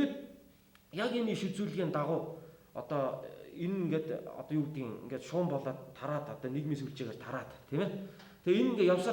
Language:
Mongolian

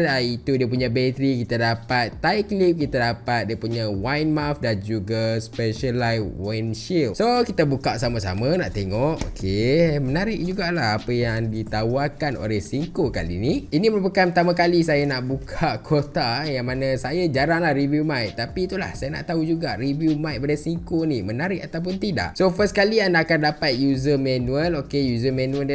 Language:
Malay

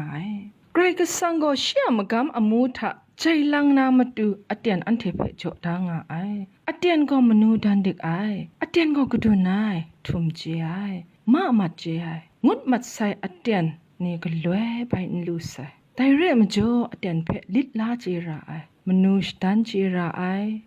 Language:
Kachin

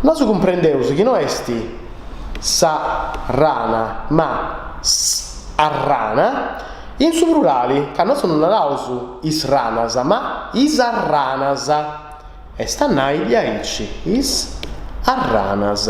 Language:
Sardinian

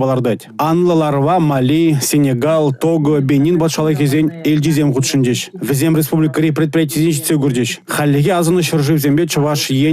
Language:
Chuvash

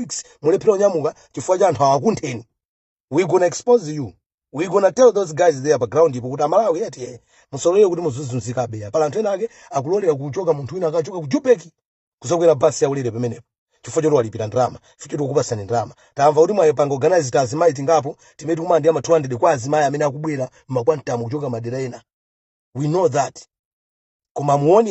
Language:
Nyanja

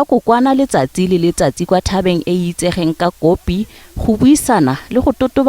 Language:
Tswana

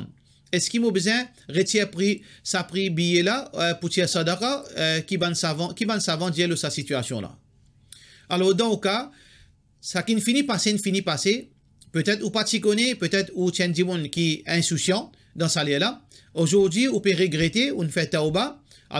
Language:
Morisyen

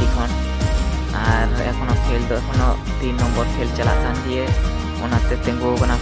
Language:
Santali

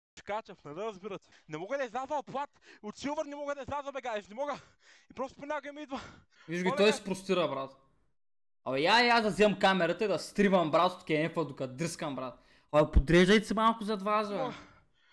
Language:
Bulgarian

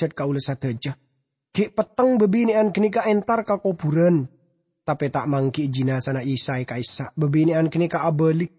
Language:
Madurese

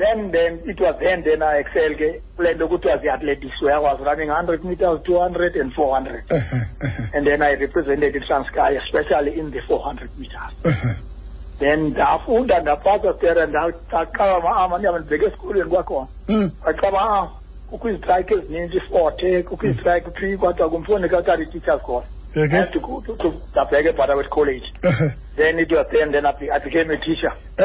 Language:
Xhosa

